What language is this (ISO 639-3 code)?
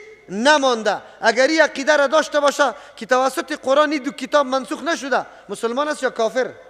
fas